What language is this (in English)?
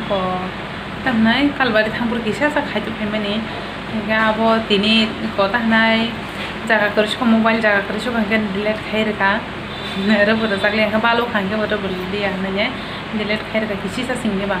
Kok Borok